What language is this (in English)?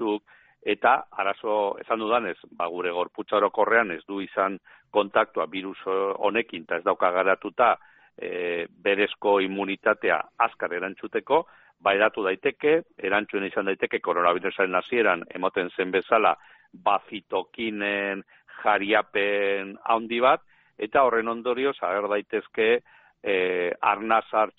Basque